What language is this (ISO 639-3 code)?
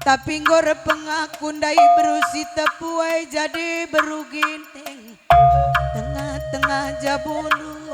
btx